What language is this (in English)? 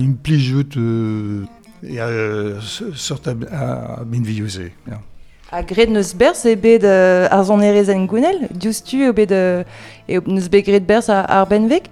Breton